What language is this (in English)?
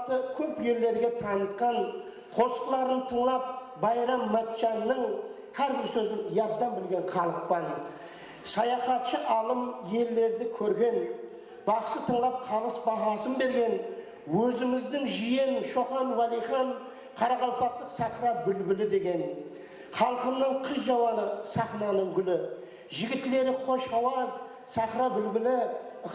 Kara-Kalpak